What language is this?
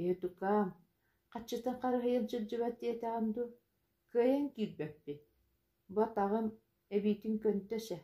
Yakut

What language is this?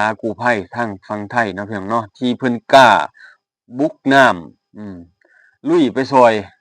Lao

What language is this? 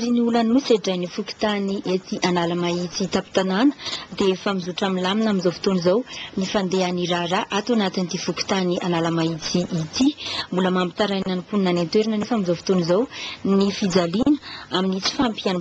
Malagasy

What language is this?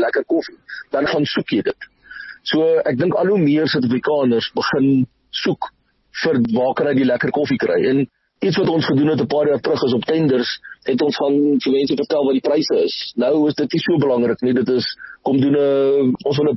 Afrikaans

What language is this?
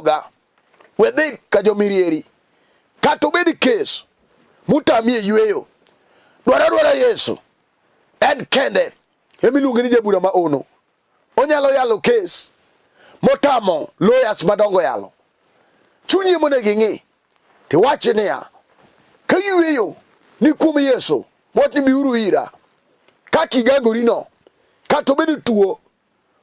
Luo (Kenya and Tanzania)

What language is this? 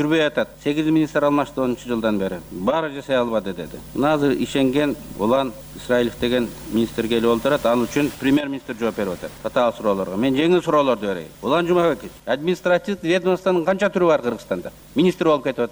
Kyrgyz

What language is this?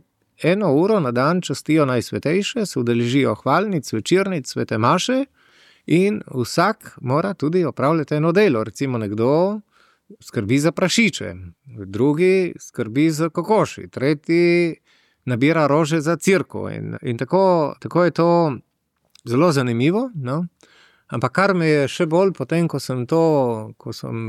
Slovenian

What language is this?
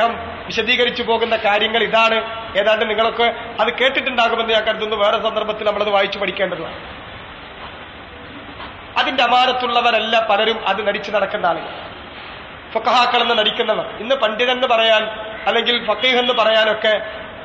Malayalam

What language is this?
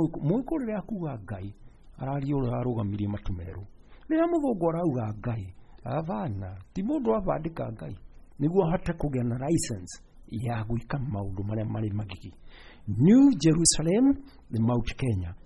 Kikuyu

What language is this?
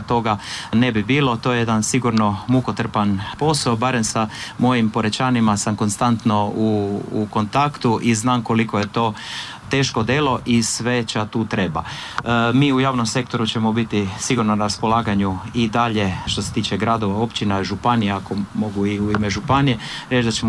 Croatian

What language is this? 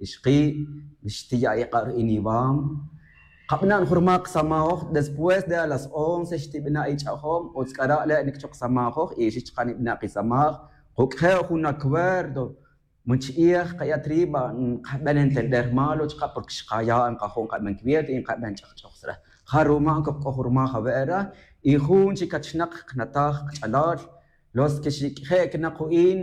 Tz'utujil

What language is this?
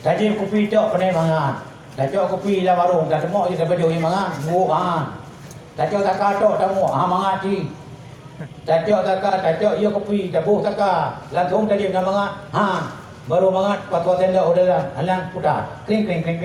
Achinese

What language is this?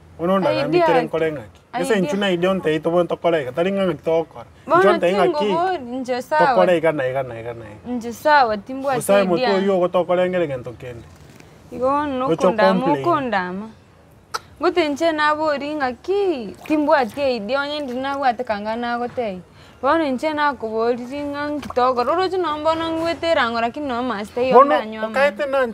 Gusii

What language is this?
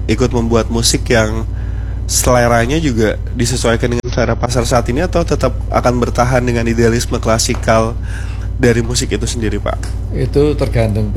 Indonesian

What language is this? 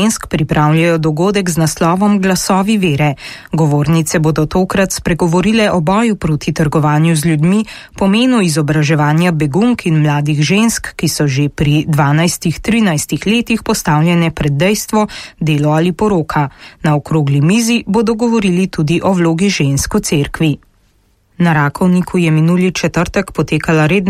Slovenian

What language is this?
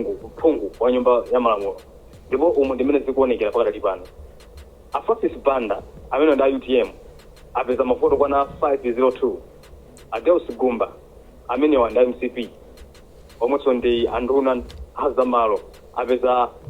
Nyanja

